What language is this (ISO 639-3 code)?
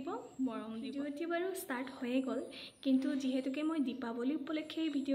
asm